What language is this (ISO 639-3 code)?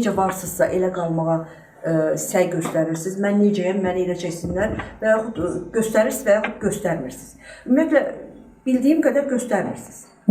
aze